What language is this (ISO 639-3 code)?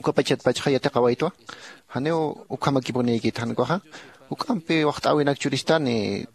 aym